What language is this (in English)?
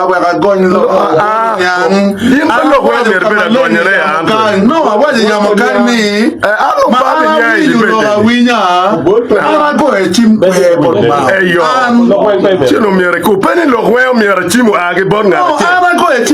Acoli